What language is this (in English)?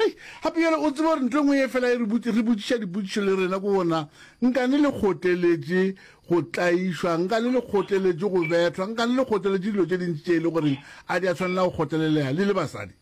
Northern Sotho